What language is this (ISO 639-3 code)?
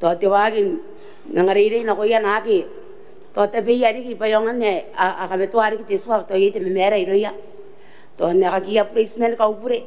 gil